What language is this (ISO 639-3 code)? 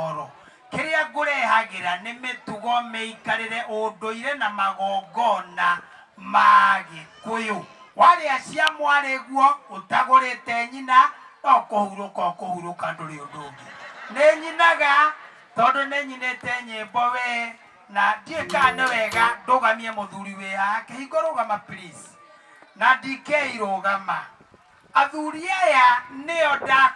kik